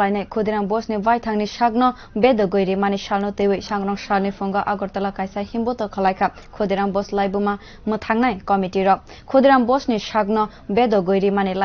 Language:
Kok Borok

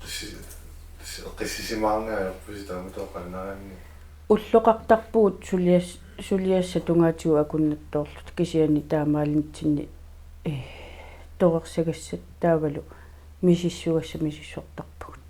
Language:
Kalaallisut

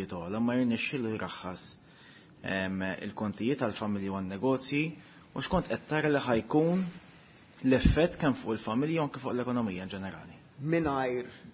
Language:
Maltese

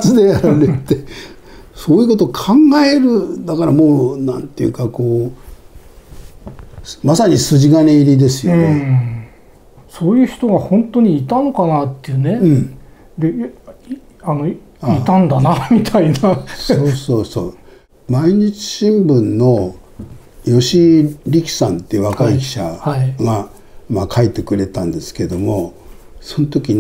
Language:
Japanese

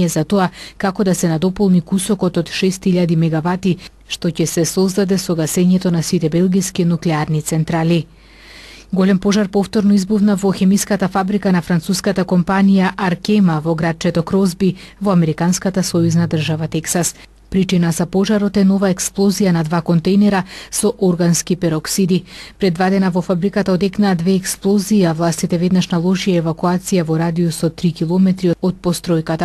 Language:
Macedonian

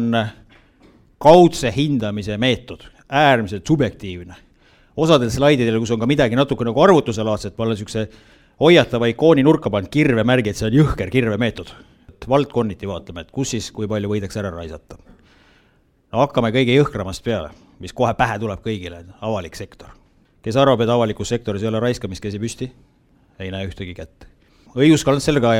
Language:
Estonian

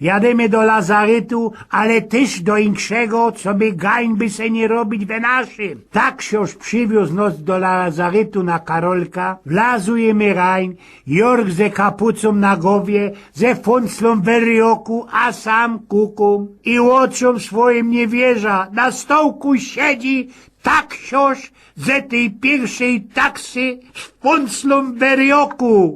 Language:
Silesian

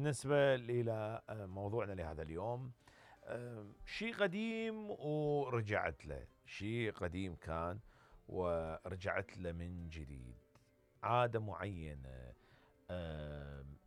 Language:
Mesopotamian Arabic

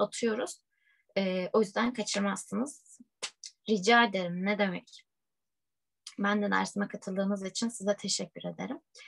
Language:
Turkish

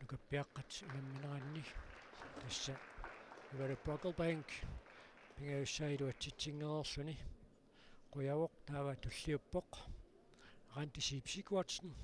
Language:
Kalaallisut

